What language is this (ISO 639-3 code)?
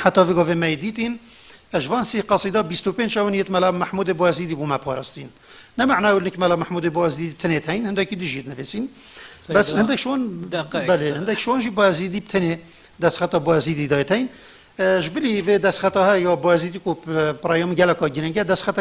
kur